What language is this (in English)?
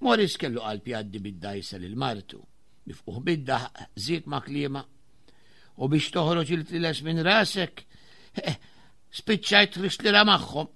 Maltese